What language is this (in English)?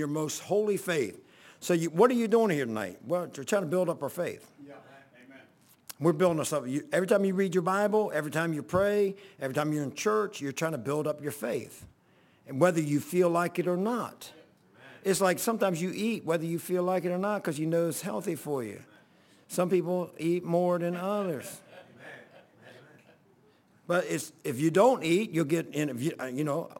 English